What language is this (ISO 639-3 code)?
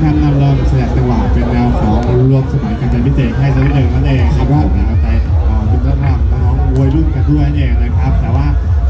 tha